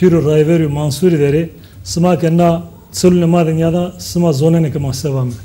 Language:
Zaza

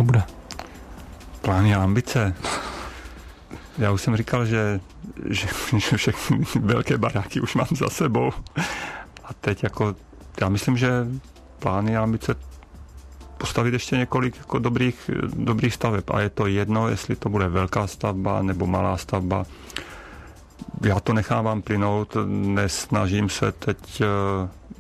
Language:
Czech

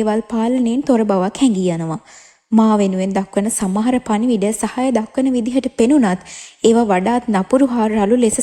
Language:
Sinhala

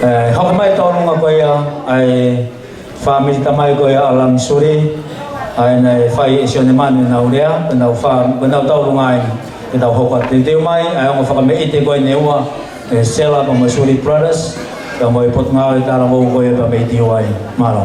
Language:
Tongan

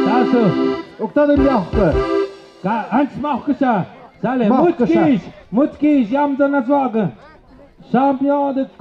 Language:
Tlahuitoltepec Mixe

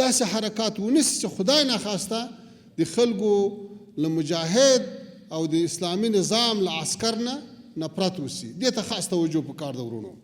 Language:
Pashto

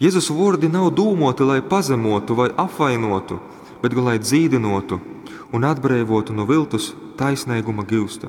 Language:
Latgalian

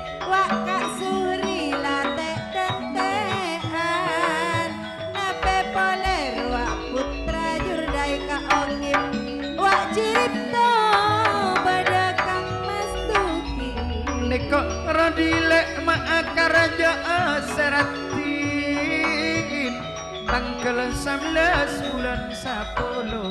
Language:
Madurese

